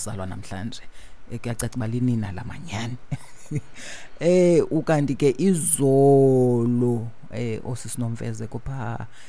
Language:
Xhosa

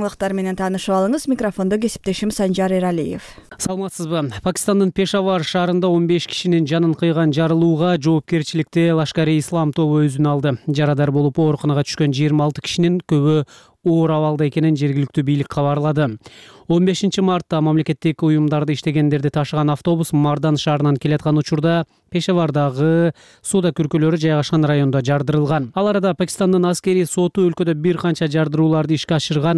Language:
Kyrgyz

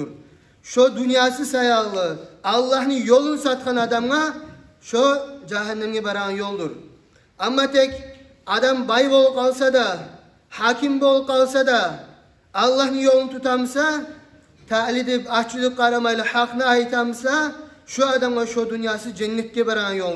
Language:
Kumyk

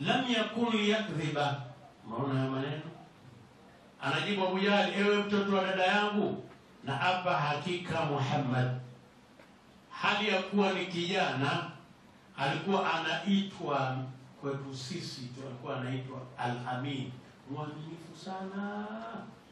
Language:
Swahili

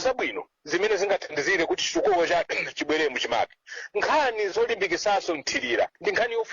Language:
Nyanja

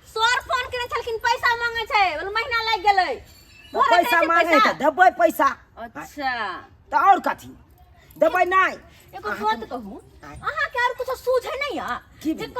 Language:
Maithili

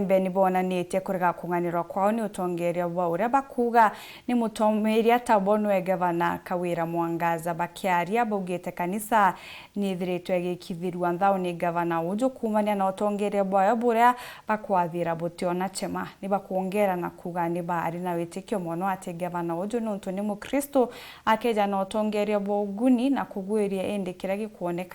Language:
Meru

